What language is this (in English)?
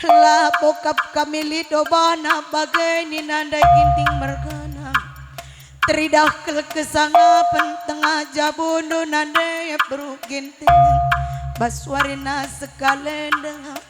Batak Karo